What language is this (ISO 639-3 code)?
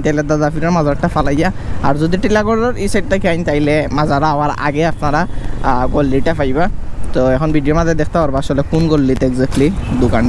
syl